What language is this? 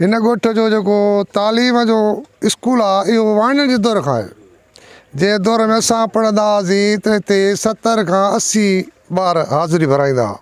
Sindhi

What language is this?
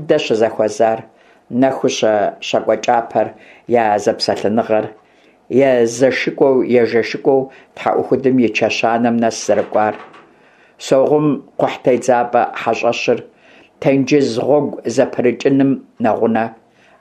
Kabardian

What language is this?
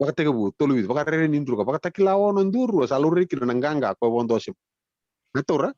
Fijian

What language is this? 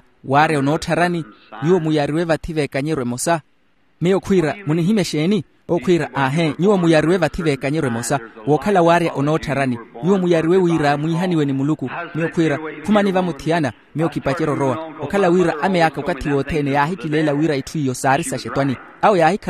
Makhuwa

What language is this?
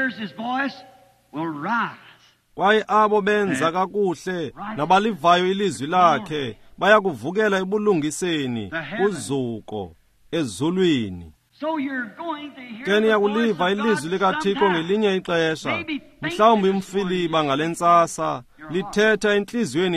Xhosa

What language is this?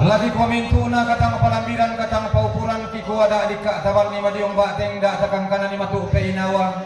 Toraja-Sa'dan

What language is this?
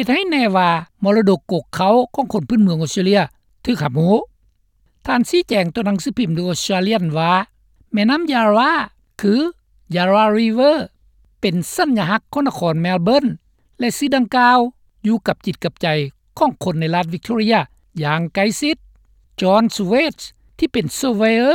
Lao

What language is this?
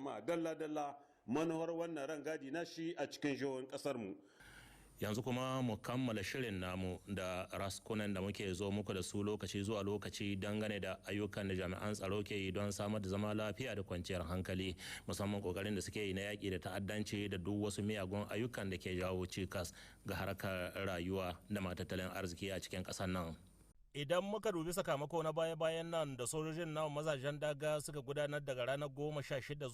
Hausa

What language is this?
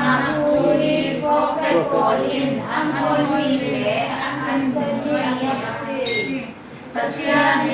Falam Chin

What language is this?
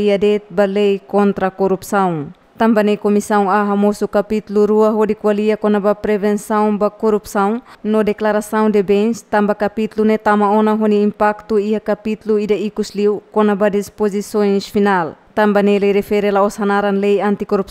Tetum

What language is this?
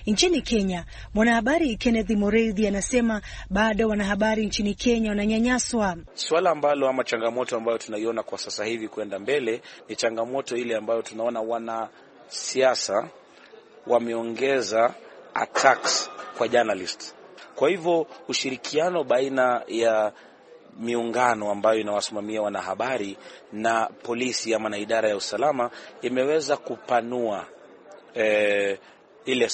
Swahili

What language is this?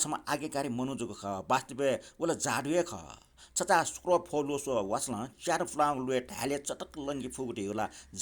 Newari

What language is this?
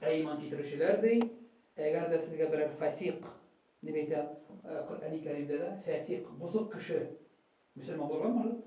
Tatar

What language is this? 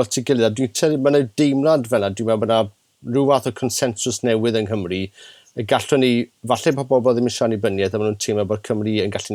Welsh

